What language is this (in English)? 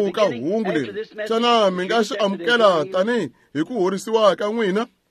Tsonga